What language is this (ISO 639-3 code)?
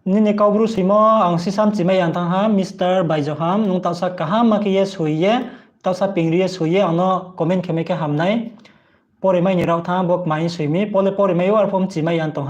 ria